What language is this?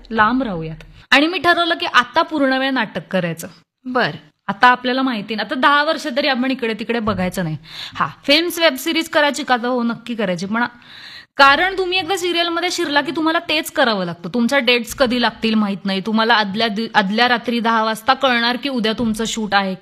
Marathi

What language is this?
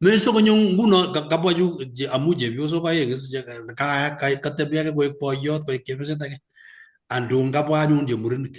Kalenjin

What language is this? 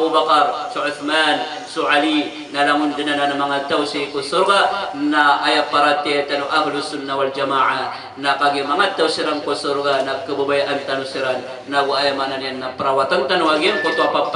Maranao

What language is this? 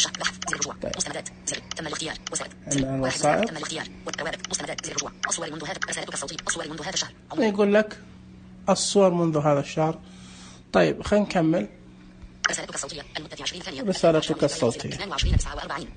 Najdi Arabic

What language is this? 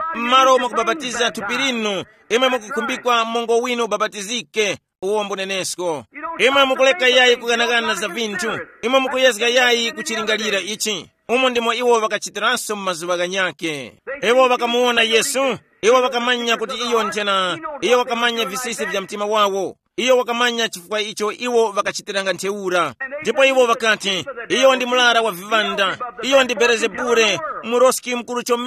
Tumbuka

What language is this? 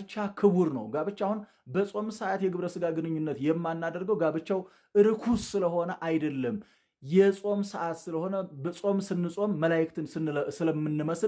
Amharic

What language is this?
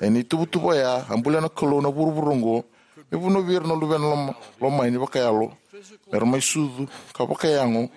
Fijian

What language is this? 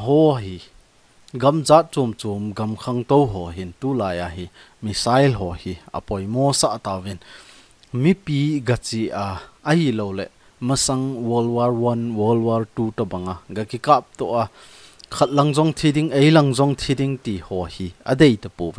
Thado Chin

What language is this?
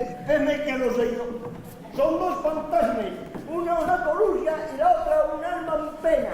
Asturian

